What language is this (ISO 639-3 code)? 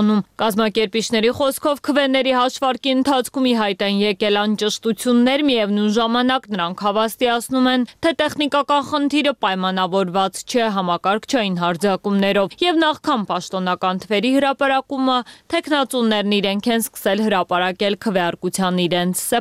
hye